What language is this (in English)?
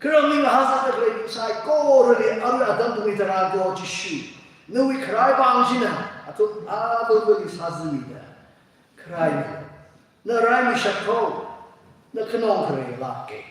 Tangkhul Naga (India)